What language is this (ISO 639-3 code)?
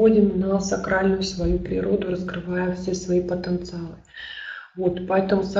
rus